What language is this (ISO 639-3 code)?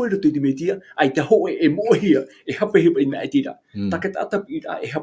tah